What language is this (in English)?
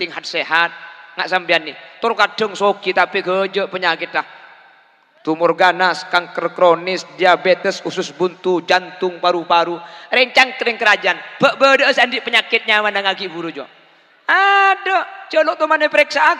Madurese